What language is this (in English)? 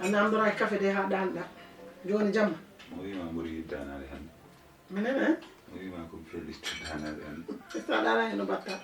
Fula